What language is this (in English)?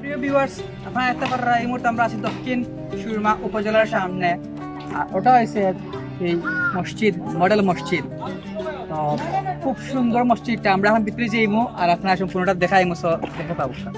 Sylheti